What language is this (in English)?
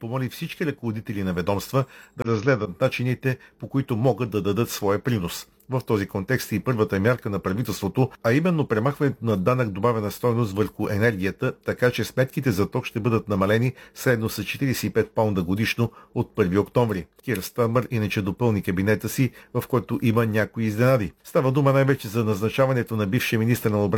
Bulgarian